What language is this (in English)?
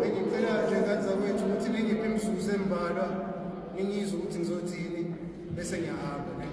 Zulu